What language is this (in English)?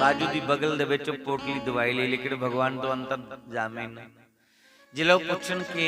Dogri